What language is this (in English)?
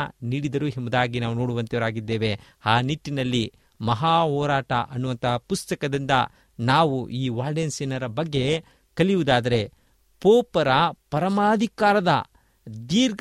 Kannada